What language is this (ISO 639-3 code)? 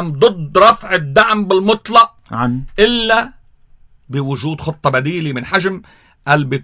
apc